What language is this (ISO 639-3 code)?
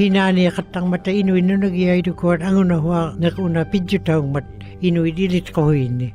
ikt